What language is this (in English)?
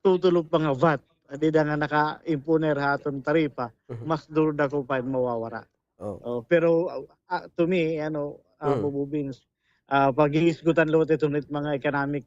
Waray